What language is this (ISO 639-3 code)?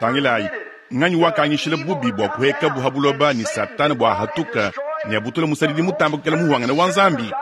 lua